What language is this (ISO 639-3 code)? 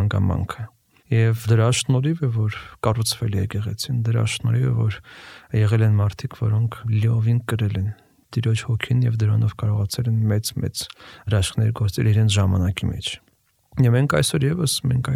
hye